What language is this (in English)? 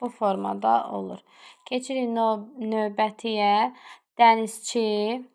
Azerbaijani